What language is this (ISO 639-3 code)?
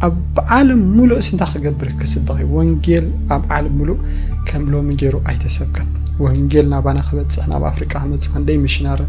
tir